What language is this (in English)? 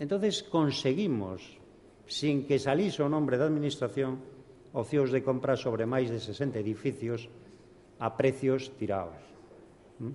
Galician